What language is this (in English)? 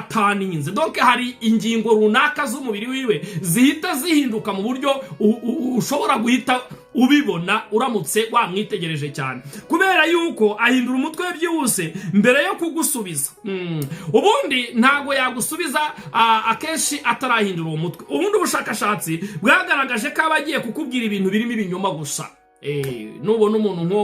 Kinyarwanda